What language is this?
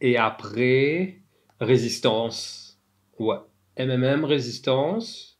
Morisyen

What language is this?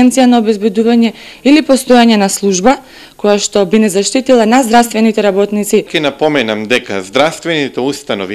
Macedonian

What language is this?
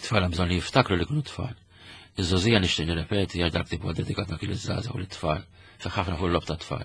Maltese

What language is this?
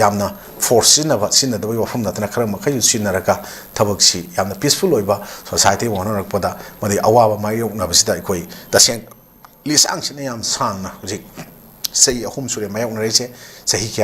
Manipuri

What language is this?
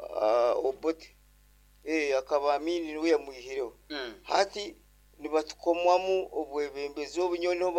Nyoro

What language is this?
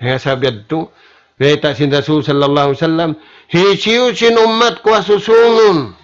Tausug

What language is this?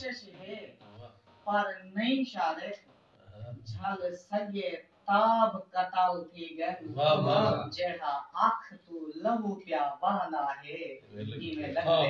Saraiki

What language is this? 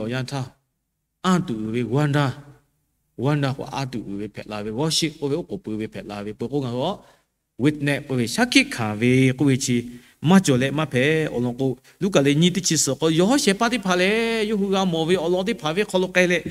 Lahu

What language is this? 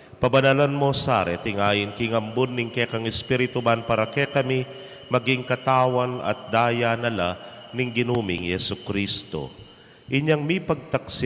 Pampanga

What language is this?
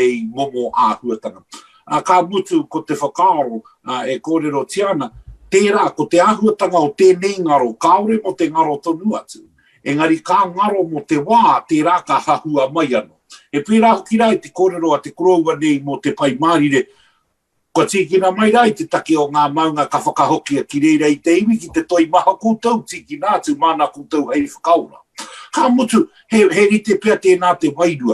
Māori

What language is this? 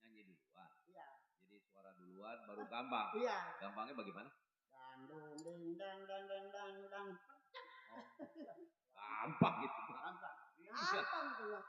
Betawi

